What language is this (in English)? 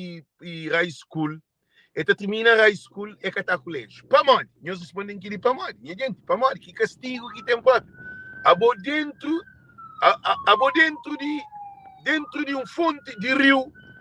Kabuverdianu